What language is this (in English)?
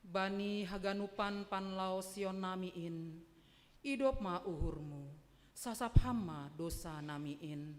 Batak Simalungun